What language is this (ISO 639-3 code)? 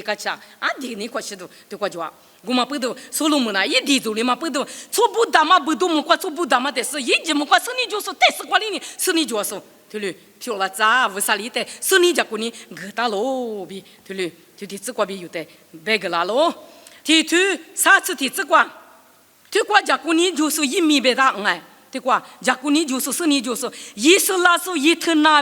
lis